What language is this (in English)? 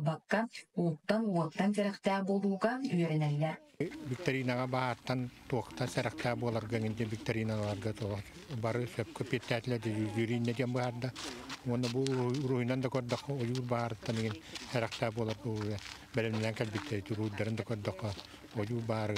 Yakut